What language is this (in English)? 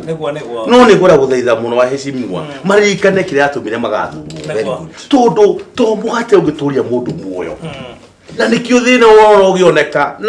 Kikuyu